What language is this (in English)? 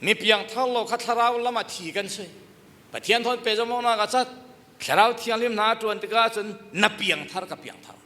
Falam Chin